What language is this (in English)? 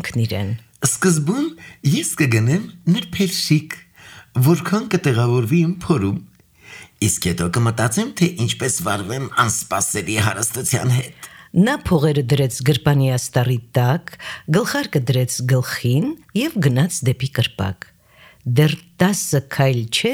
Armenian